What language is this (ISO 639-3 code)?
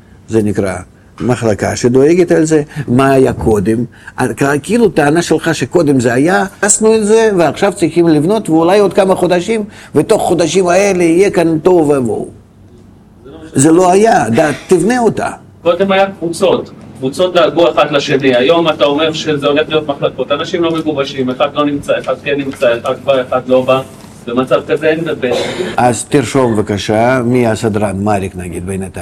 heb